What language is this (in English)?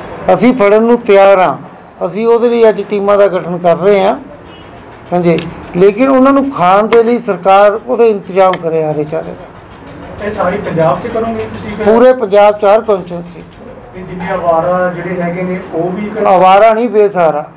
Punjabi